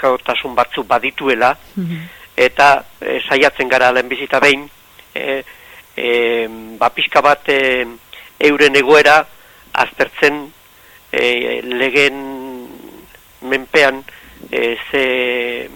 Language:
Basque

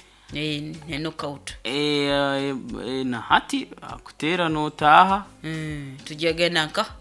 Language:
Nyoro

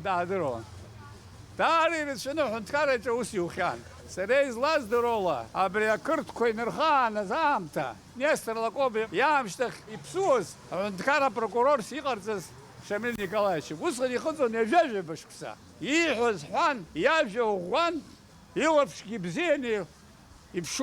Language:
Abkhazian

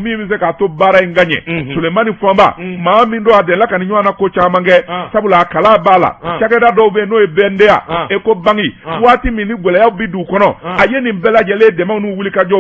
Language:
Bambara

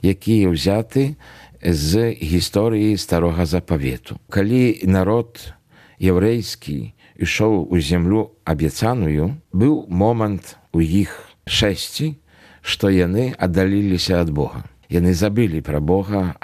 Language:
Belarusian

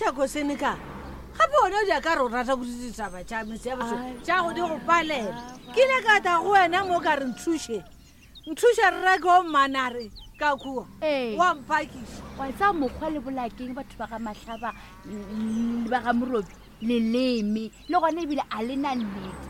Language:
Northern Sotho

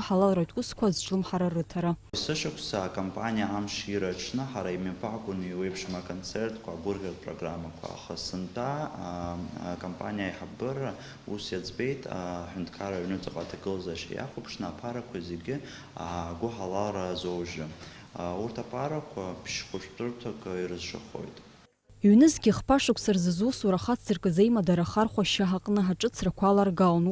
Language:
Abkhazian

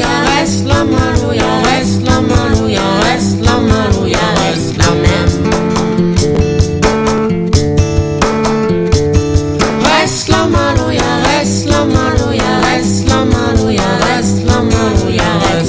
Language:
French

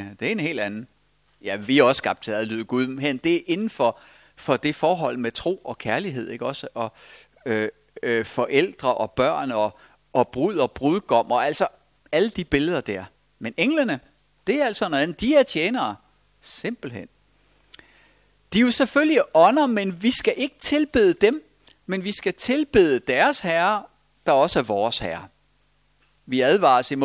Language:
Danish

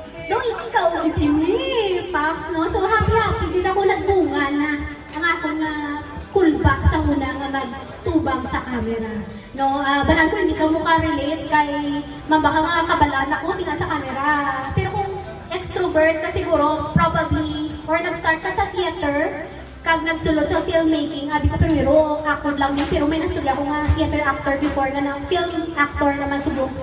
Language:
Hiligaynon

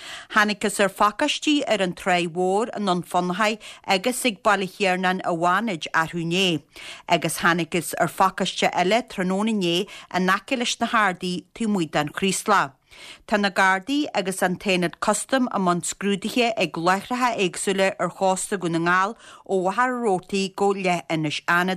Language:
Irish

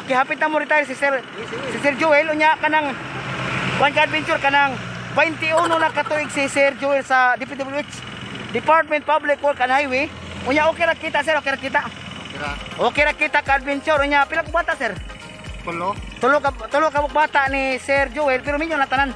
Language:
Cebuano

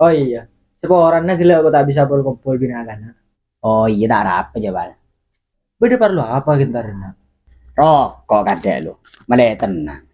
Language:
Madurese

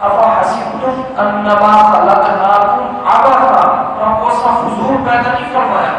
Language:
Saraiki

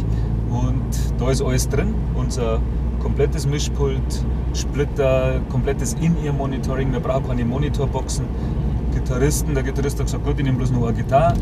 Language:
Bavarian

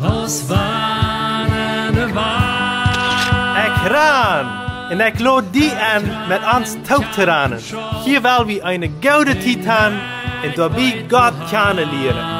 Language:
Plautdietsch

